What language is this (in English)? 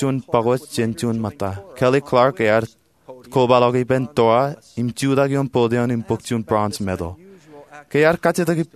Marshallese